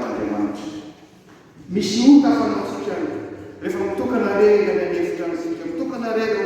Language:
Malagasy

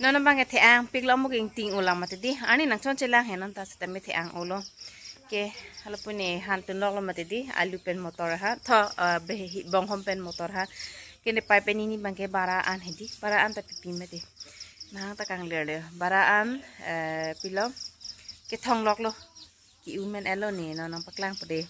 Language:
Karbi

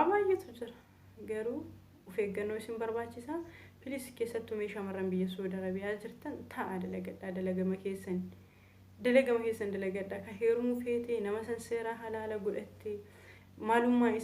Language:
Oromo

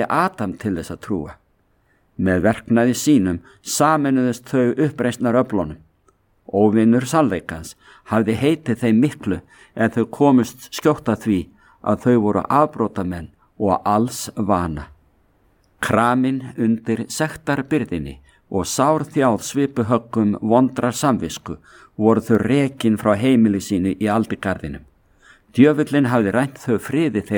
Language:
Icelandic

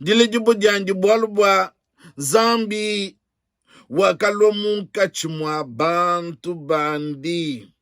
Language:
Luba-Lulua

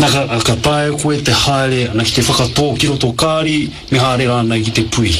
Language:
Māori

